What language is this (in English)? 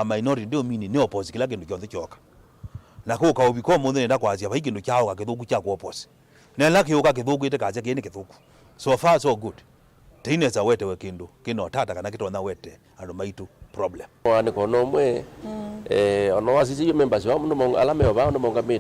Kamba